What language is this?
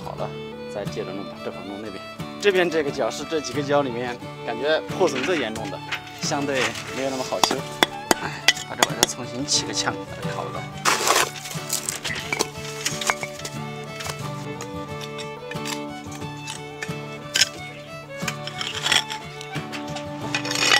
Chinese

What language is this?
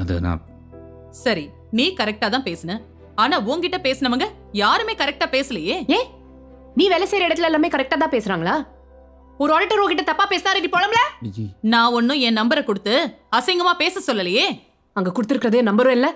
Tamil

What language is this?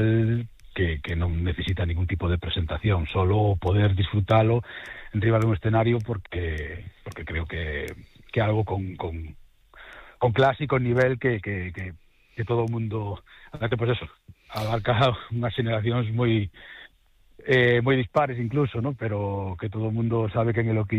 Galician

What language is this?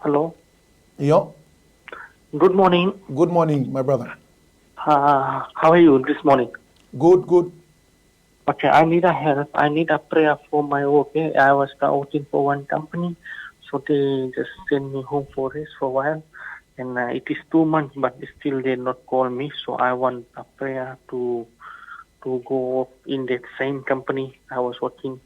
Fijian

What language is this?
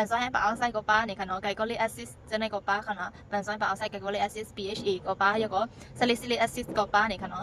Shan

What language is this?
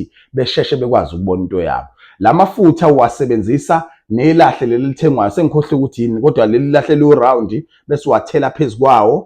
Zulu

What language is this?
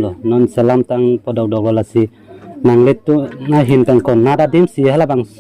Karbi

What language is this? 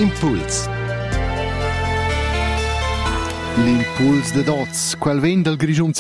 Romansh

